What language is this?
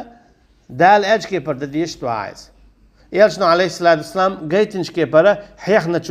Chechen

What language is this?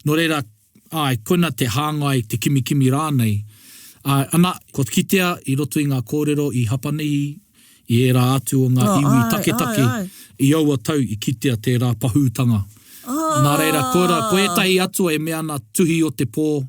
Māori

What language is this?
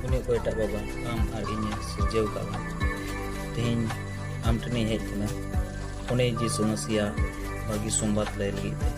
Santali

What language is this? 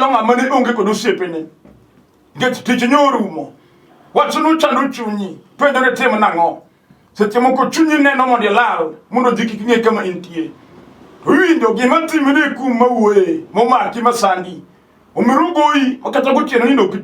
Luo (Kenya and Tanzania)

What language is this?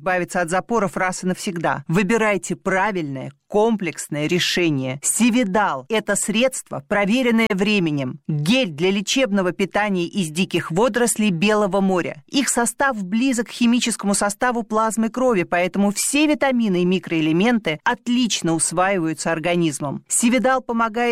Russian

